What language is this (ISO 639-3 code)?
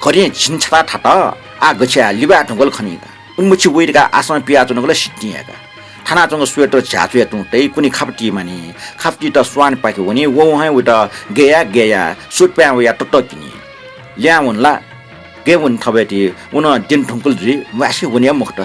new